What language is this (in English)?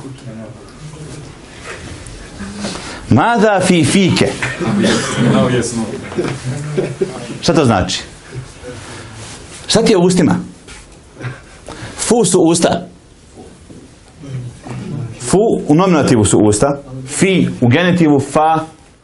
Bosnian